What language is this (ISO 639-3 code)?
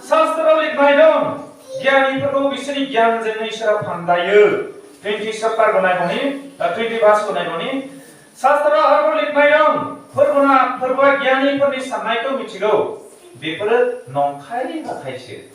brx